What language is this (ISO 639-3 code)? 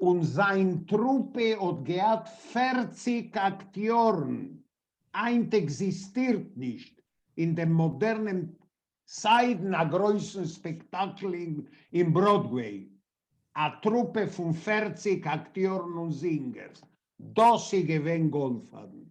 yid